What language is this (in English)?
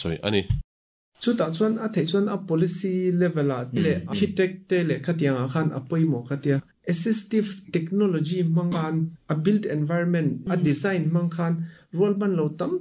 Mizo